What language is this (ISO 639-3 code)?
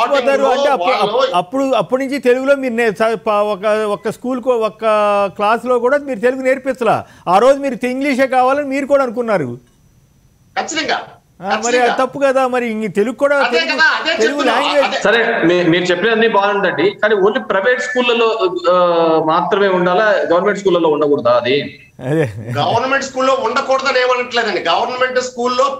tel